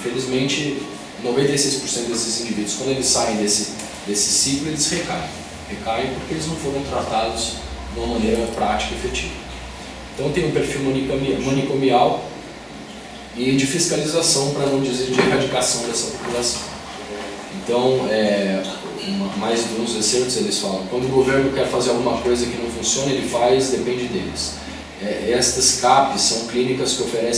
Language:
Portuguese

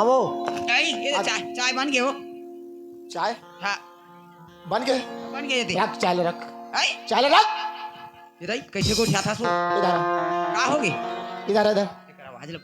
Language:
Chhattisgarhi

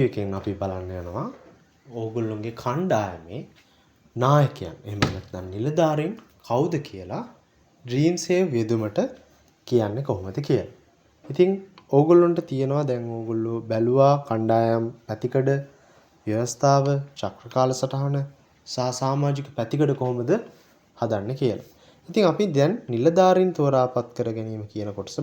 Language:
Sinhala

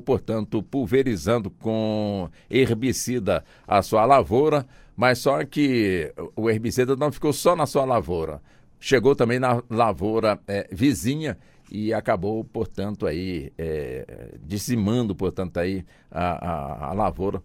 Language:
Portuguese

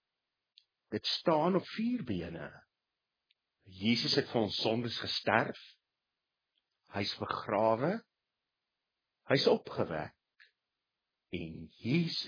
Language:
Afrikaans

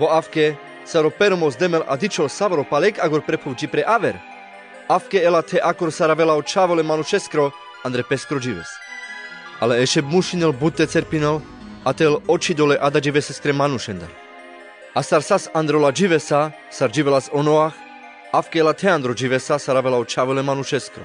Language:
Carpathian Romani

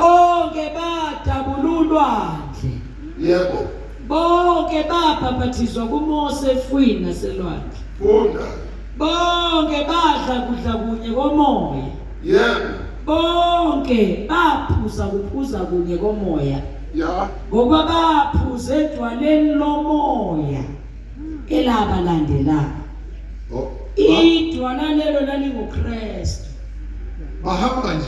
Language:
Zulu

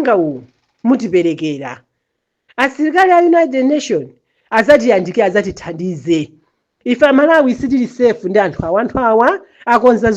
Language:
Nyanja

